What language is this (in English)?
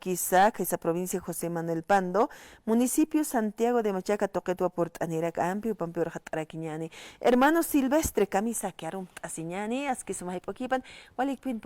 Aymara